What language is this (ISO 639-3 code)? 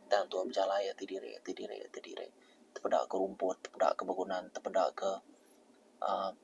iba